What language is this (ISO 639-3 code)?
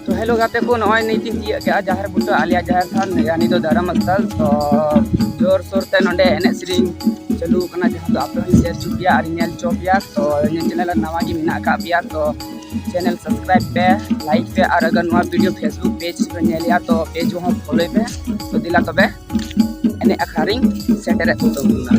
sat